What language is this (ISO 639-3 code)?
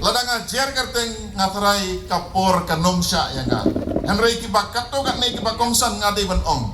kha